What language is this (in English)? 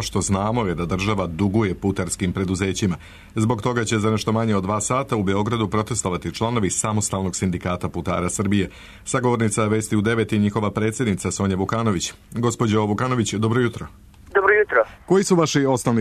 Serbian